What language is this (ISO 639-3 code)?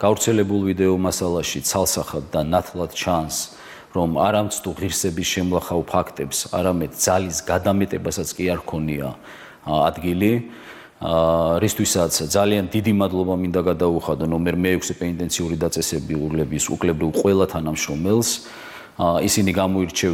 kat